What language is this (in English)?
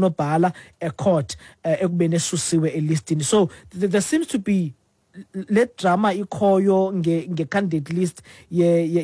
Xhosa